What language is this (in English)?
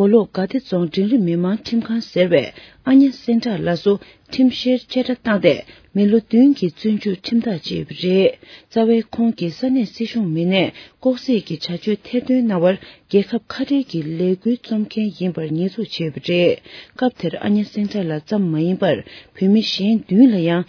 Tibetan